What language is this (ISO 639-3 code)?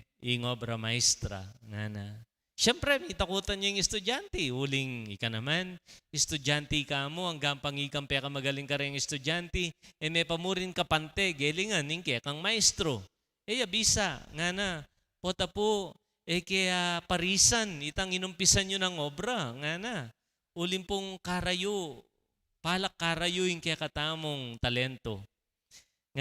pam